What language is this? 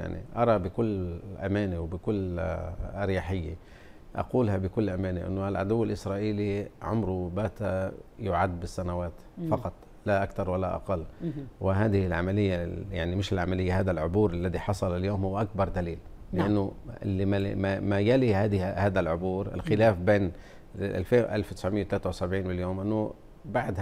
Arabic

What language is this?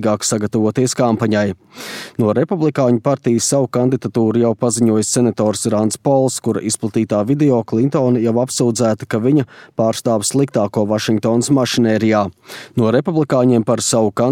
Latvian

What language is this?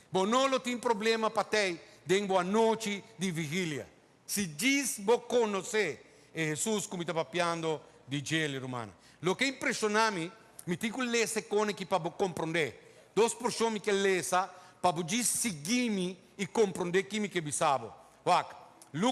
Papiamento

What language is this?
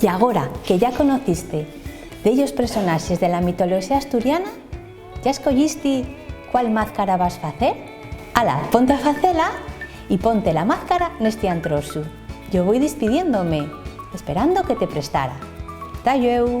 Asturian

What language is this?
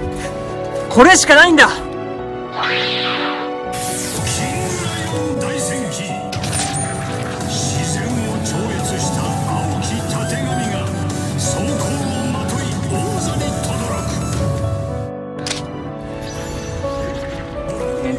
Japanese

